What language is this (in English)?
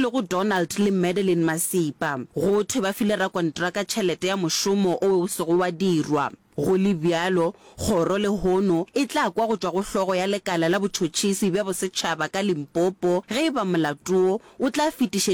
Northern Sotho